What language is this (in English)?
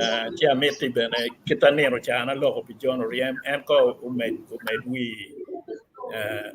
Acoli